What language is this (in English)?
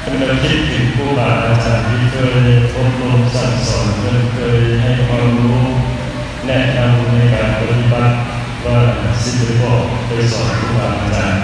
Northeastern Thai